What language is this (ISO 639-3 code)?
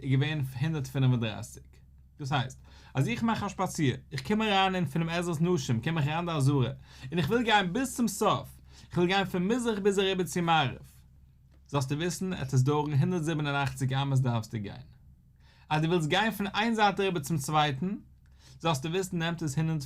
yid